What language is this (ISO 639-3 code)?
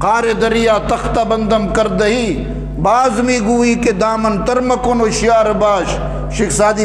bgp